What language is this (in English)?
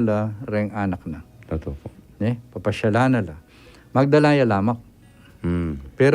Pampanga